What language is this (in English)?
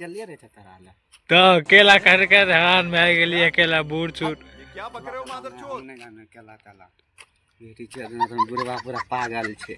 Maithili